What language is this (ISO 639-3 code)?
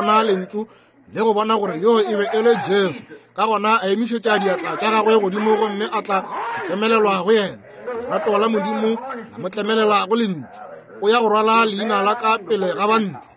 nso